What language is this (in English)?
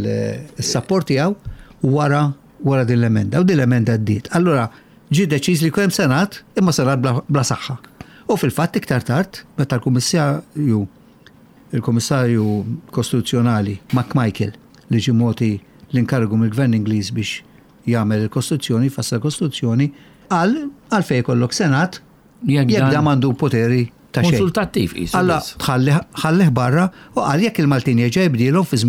Maltese